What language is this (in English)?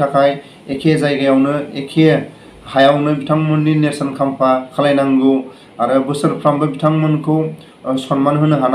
Bodo